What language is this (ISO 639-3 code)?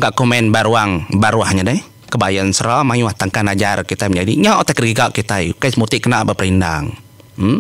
iba